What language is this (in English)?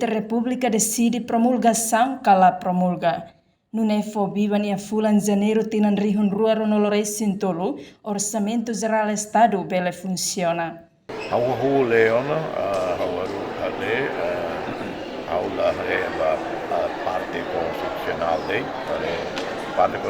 Tetum